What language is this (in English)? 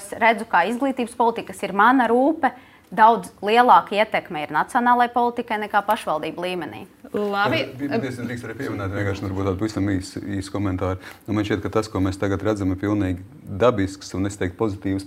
Latvian